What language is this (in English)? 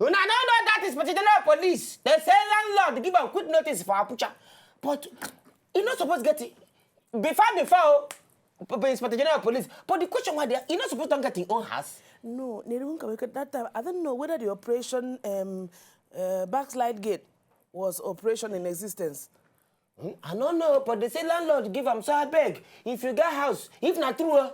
Nigerian Pidgin